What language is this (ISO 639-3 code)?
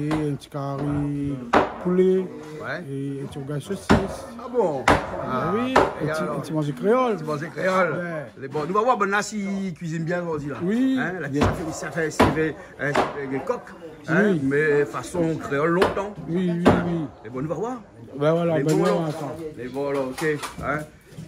rcf